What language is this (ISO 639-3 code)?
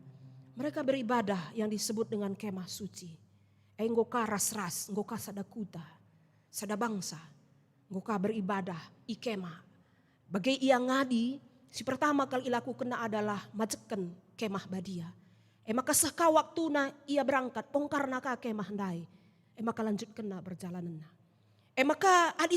btx